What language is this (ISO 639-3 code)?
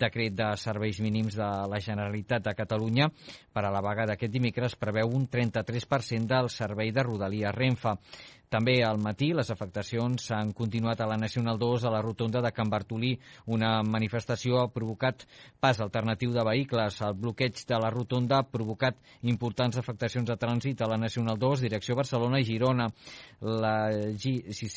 cat